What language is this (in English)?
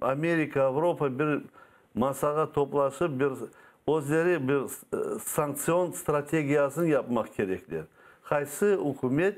Crimean Tatar